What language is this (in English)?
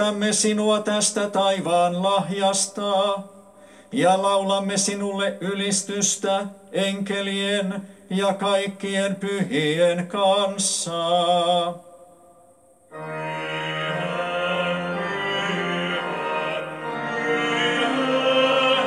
Finnish